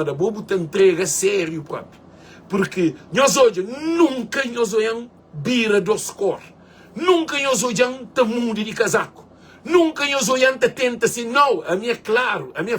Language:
Kabuverdianu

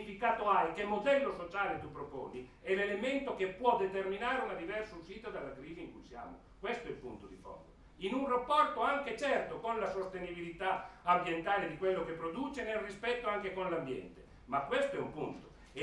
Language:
Italian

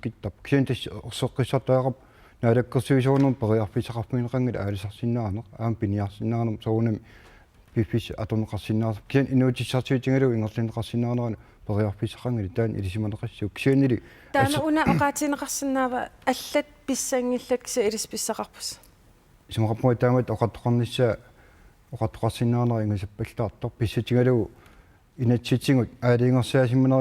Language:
Kalaallisut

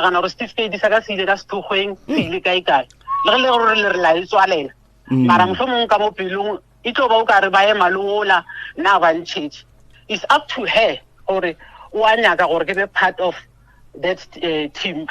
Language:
Northern Sotho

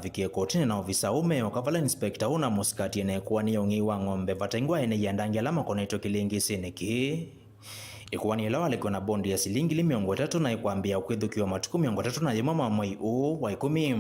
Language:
Kamba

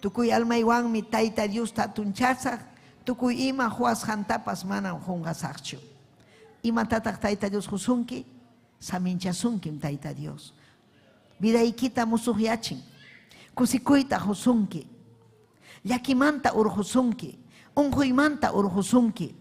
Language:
Ayacucho Quechua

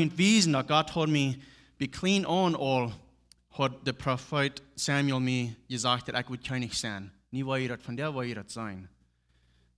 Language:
Plautdietsch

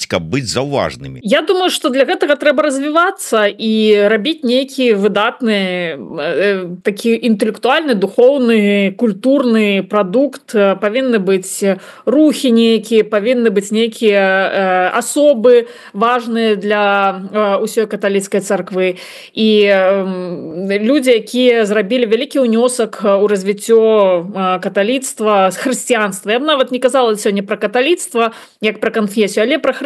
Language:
Belarusian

